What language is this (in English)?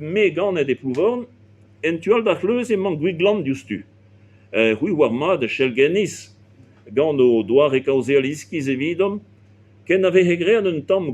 Breton